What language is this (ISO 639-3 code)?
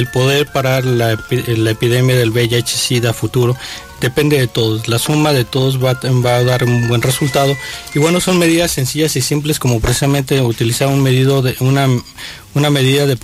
spa